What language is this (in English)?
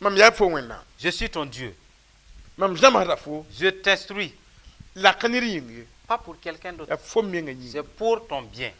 Mossi